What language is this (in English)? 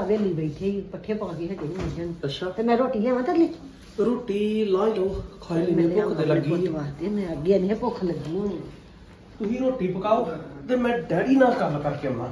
Punjabi